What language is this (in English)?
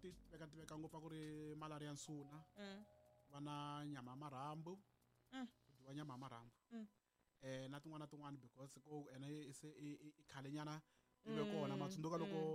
Tsonga